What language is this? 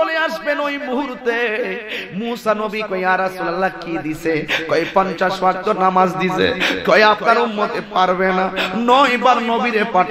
Bangla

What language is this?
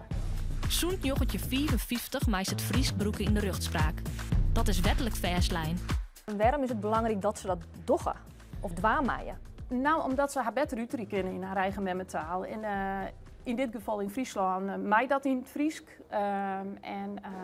Western Frisian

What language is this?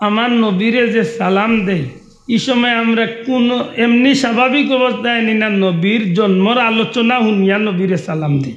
Sylheti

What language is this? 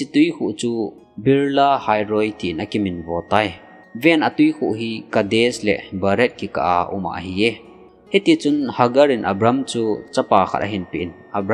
Thado Chin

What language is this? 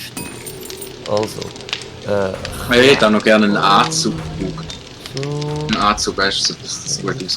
Swiss German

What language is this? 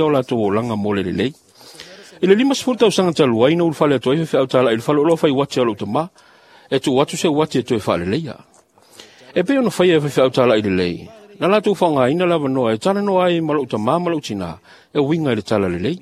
Samoan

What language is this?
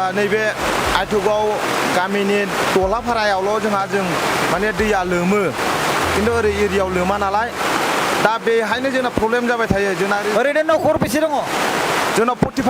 Bodo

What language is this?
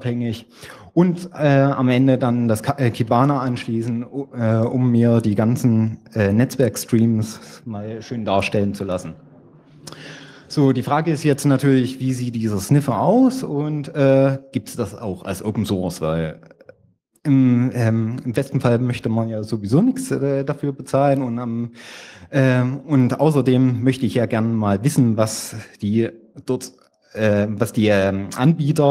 German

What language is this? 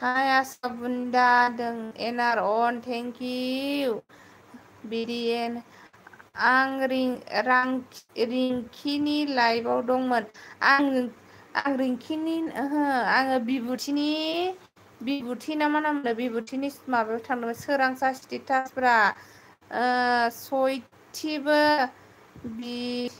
Bodo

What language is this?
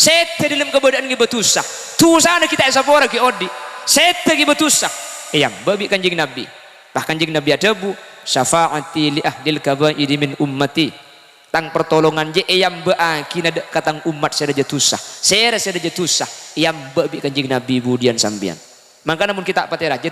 Madurese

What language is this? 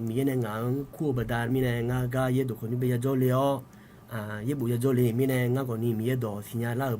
Akha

